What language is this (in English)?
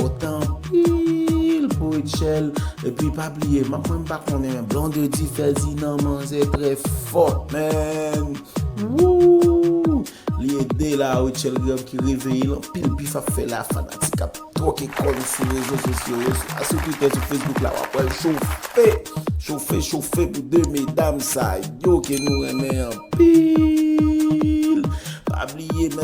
Haitian Creole